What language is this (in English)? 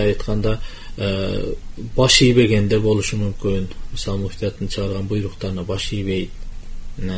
Kyrgyz